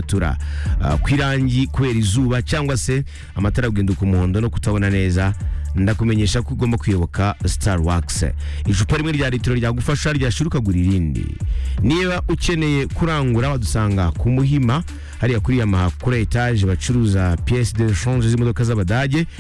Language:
Kinyarwanda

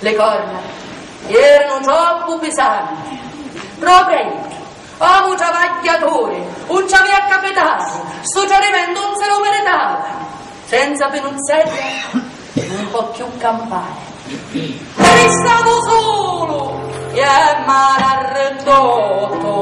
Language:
Sicilian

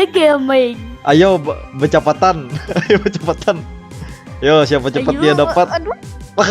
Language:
Banjar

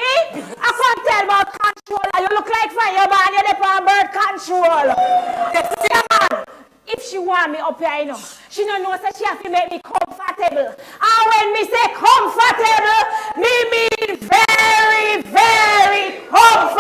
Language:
Jamaican Creole English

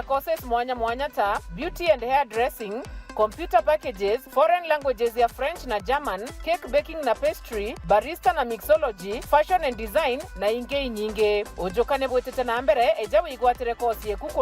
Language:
Meru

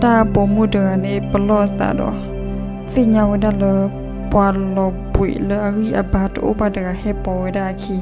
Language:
S'gaw Karen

